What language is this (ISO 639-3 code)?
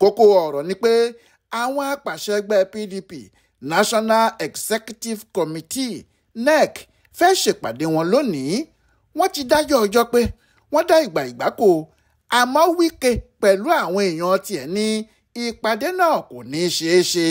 yor